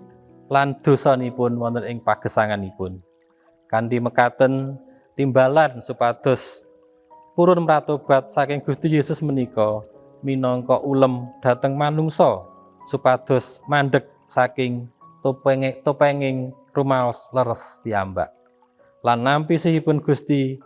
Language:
Javanese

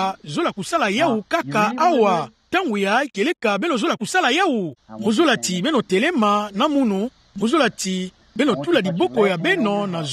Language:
Kituba (Democratic Republic of Congo)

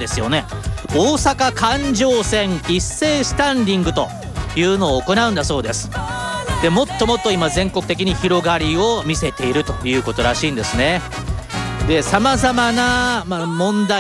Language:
Japanese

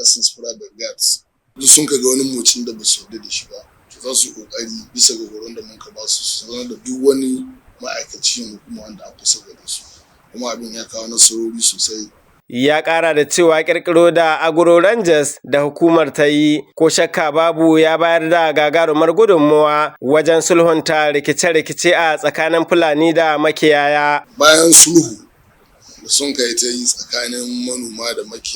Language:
Hausa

